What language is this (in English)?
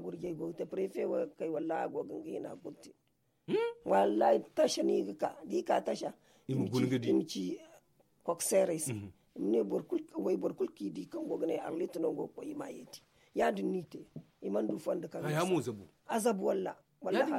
Zarma